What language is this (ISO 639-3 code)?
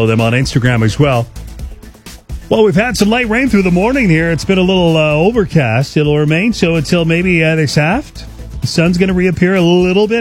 eng